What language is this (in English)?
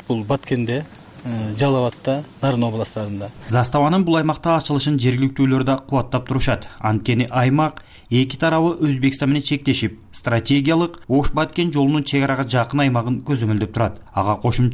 Kyrgyz